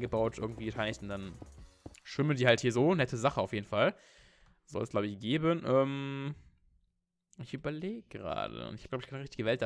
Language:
German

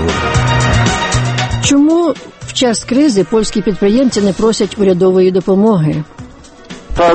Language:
Ukrainian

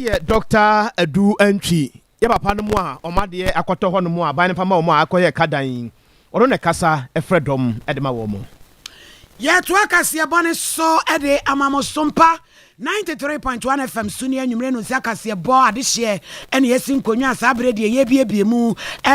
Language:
Akan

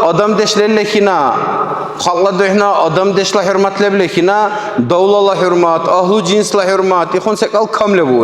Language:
Dargwa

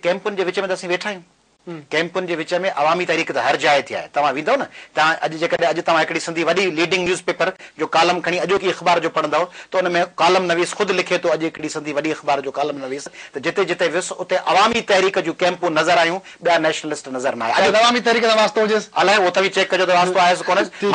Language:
Sindhi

